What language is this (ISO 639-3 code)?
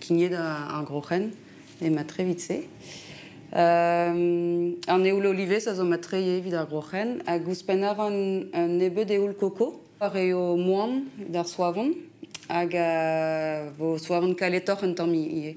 bre